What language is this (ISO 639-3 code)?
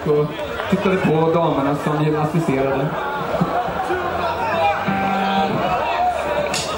swe